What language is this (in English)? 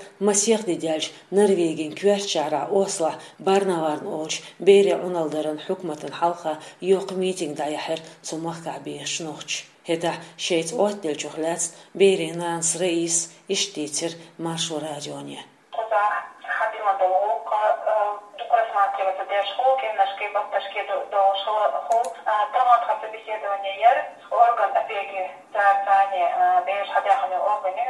Chechen